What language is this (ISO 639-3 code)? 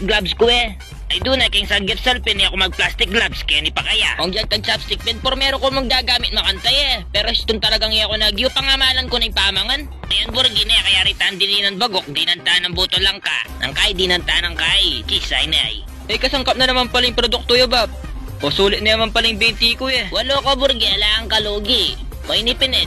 pam